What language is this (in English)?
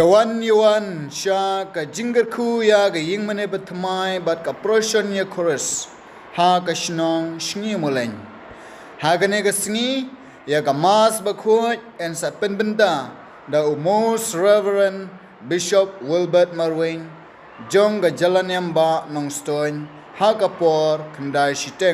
Khasi